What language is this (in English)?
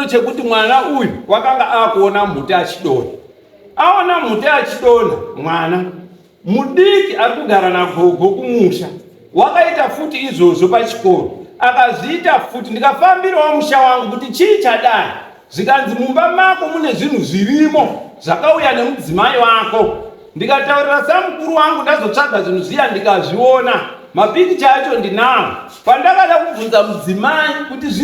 Shona